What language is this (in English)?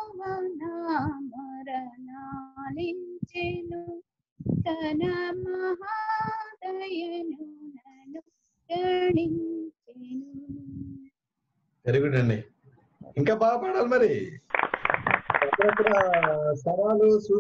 Telugu